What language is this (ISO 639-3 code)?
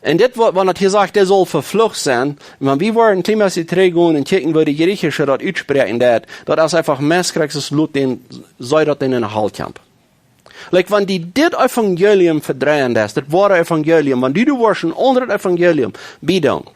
pdt